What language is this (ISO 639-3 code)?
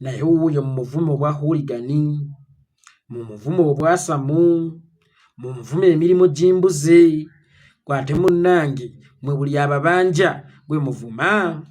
lug